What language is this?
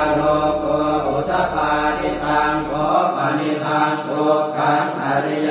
Pali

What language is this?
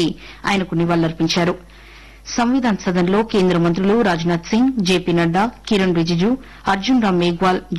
Telugu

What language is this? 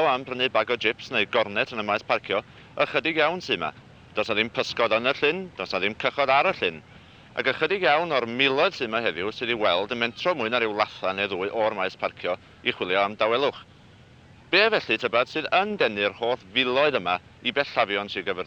Welsh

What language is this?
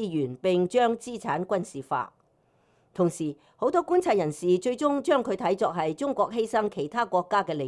Cantonese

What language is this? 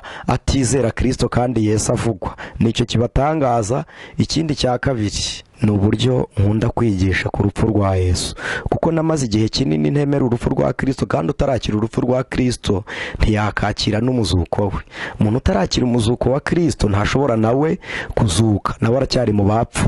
Kinyarwanda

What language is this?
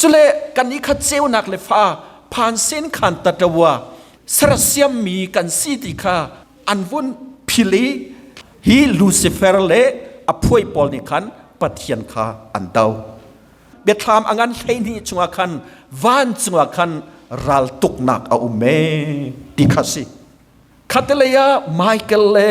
Hakha Chin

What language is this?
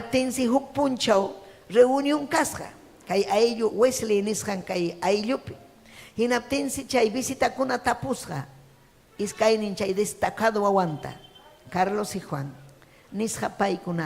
Ayacucho Quechua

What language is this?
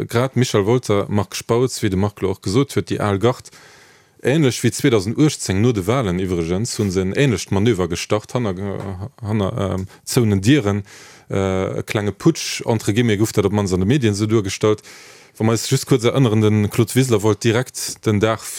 Luxembourgish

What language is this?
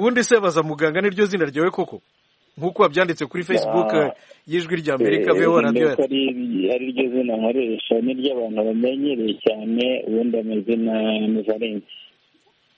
Kinyarwanda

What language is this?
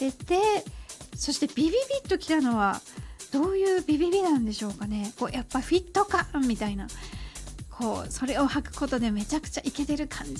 Japanese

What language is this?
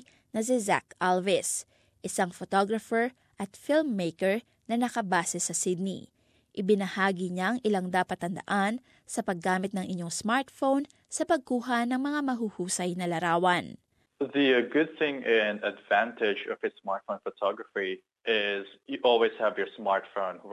Filipino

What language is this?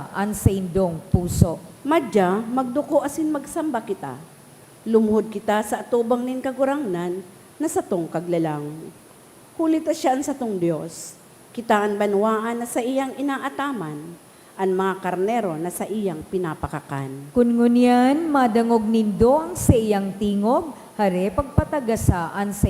Bikol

